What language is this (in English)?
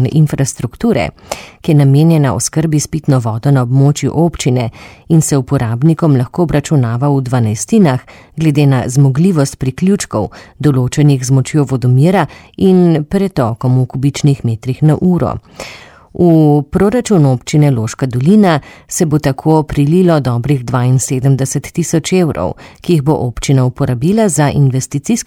Slovenian